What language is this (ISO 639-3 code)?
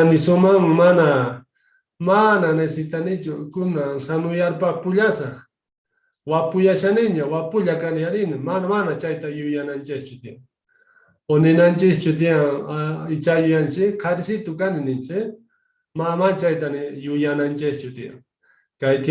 que